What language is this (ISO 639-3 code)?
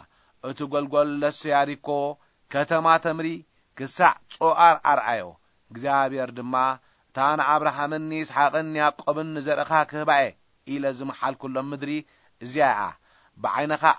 tir